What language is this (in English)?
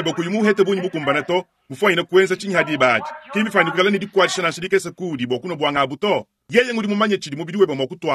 Luba-Lulua